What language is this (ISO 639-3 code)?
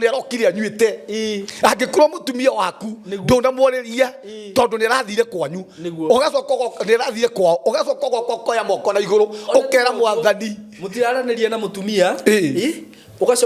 kik